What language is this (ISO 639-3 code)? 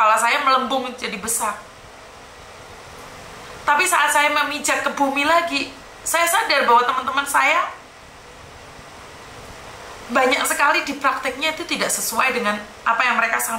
ind